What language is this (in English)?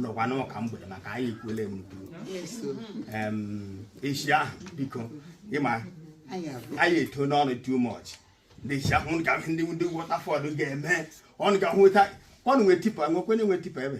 Igbo